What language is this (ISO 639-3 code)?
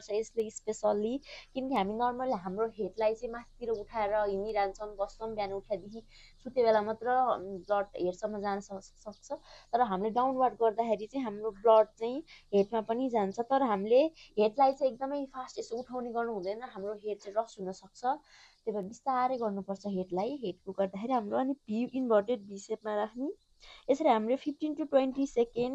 nep